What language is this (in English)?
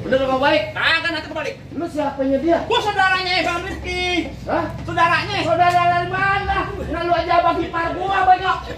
Betawi